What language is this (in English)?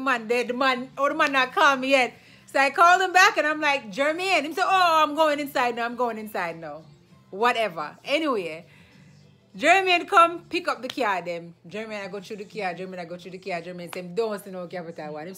Jamaican Creole English